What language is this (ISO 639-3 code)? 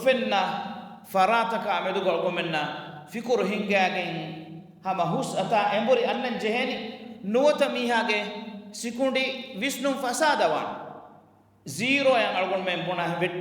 div